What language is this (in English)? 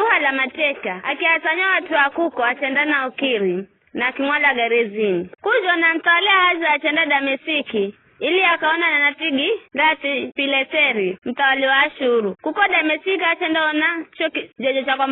Giryama